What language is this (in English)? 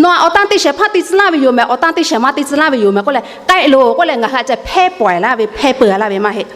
Lahu